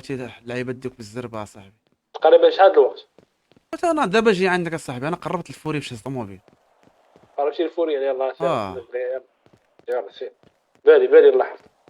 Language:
Moroccan Arabic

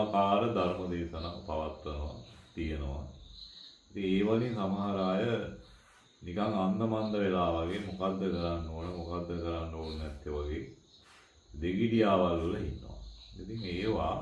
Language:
Sinhala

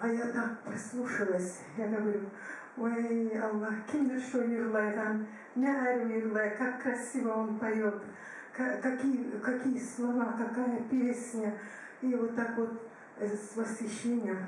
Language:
Kumyk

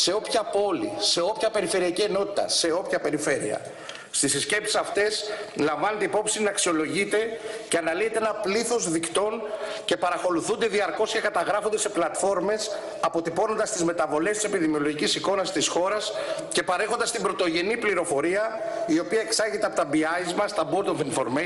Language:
Greek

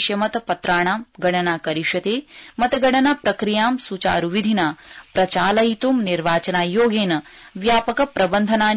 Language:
Sanskrit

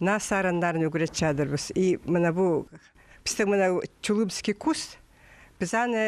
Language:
Khakas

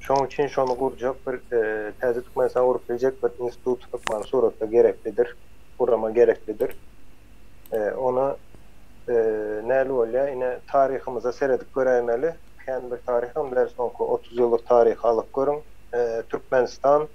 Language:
Turkmen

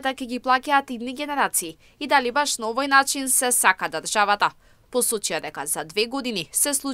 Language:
Macedonian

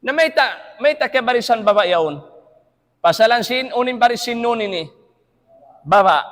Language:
Tausug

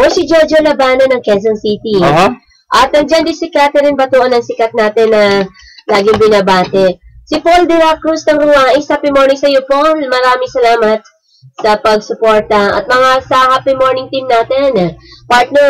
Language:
Filipino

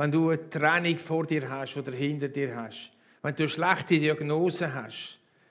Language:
Swiss German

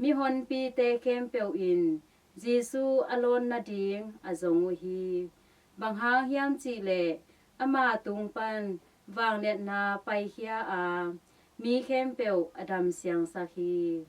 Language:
Tedim Chin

